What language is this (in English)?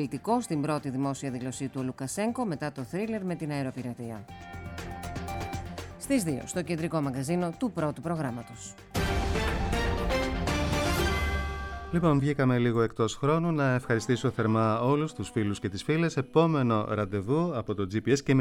Greek